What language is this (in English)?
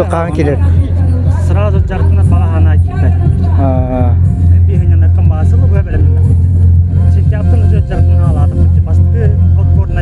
Yakut